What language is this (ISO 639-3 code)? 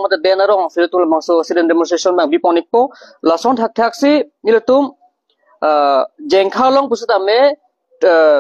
mjw